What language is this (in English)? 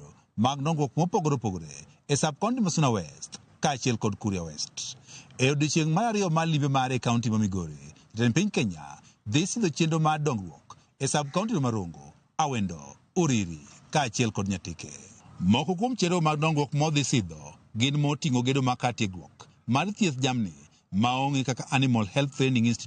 Luo (Kenya and Tanzania)